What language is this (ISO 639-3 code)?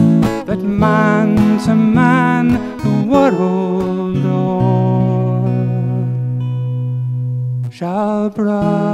slk